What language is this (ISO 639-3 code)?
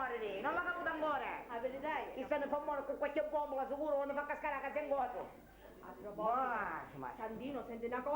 scn